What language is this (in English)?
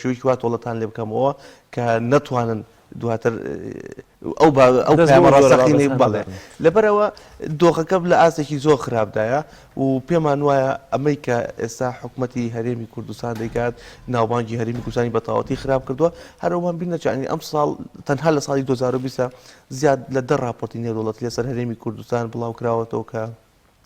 Central Kurdish